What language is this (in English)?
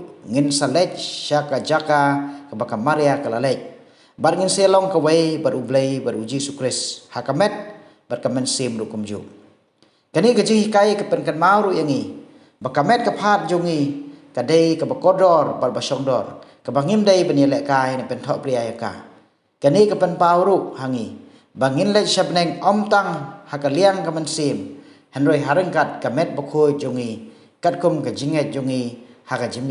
Khasi